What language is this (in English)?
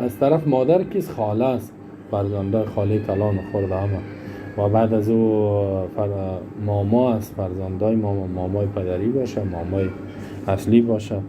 Persian